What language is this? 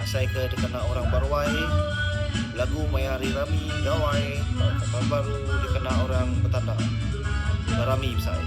Iban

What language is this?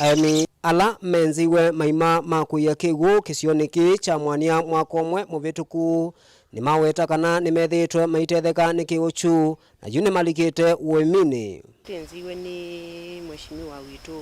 Kamba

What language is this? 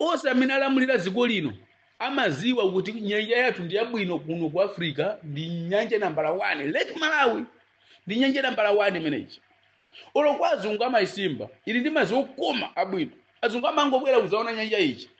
Nyanja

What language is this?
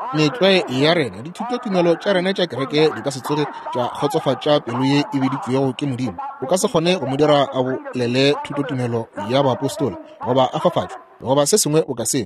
Northern Sotho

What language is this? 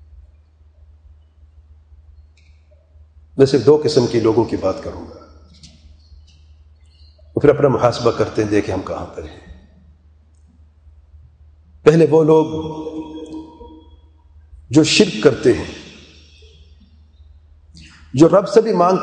Urdu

